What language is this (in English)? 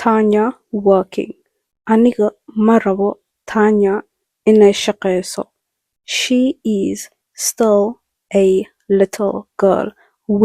Somali